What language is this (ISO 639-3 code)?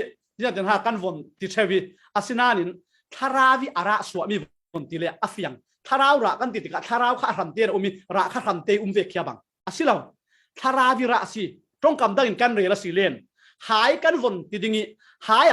cfm